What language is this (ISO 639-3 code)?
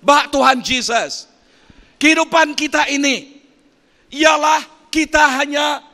iba